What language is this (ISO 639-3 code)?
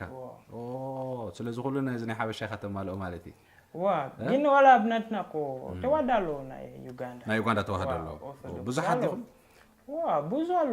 tir